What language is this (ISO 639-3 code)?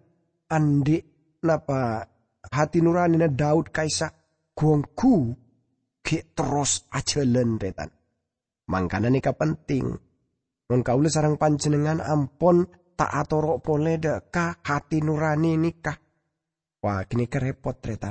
mad